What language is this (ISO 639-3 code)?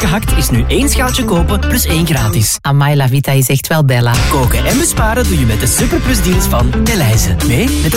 nld